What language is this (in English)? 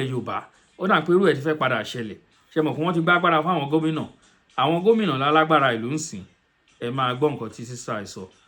Yoruba